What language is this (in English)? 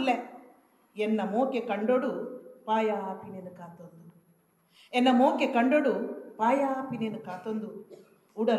Tulu